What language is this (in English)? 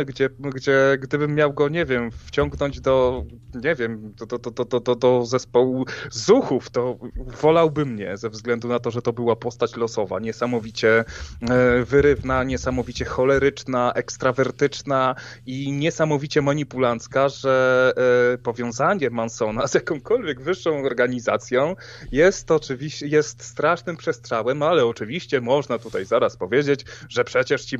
Polish